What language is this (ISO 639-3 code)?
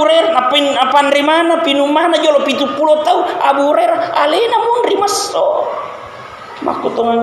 bug